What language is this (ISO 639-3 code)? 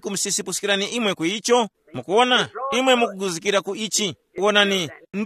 tum